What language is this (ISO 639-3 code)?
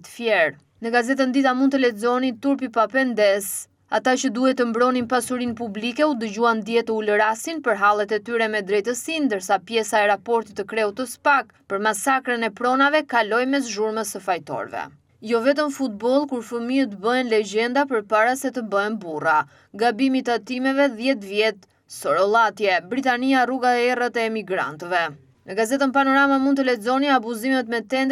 sqi